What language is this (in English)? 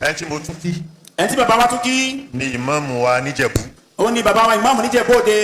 Yoruba